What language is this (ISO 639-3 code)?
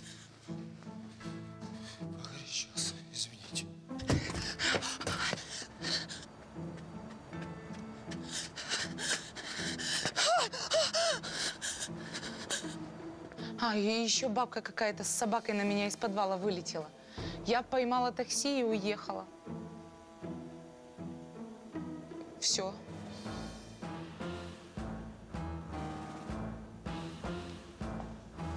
rus